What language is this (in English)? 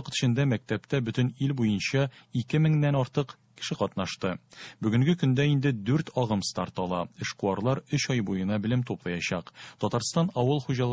Tatar